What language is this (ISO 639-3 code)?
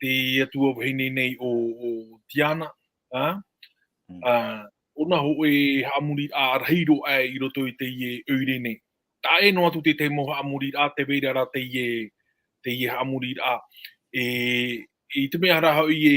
tah